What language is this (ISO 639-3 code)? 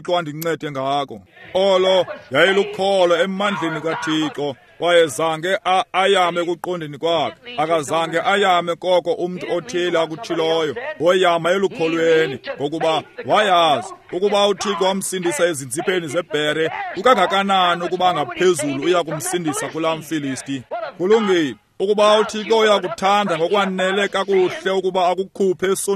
xho